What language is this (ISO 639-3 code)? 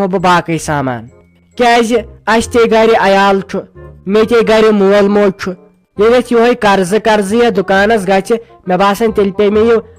kas